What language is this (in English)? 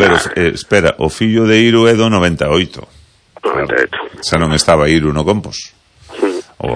Galician